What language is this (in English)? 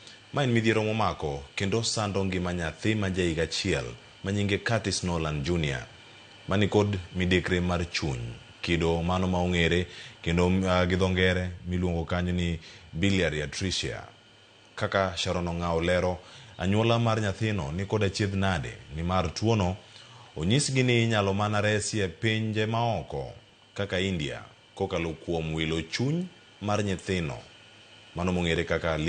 Luo (Kenya and Tanzania)